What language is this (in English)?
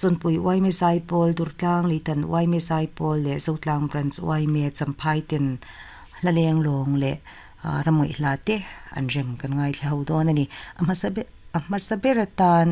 Mizo